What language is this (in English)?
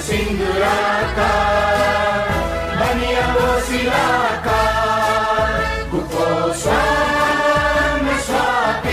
Newari